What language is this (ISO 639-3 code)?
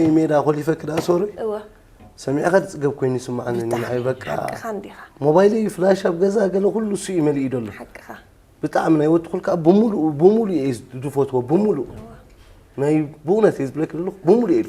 tir